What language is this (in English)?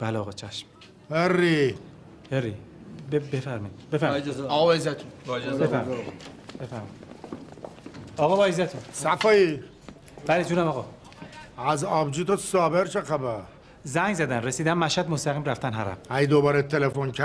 Persian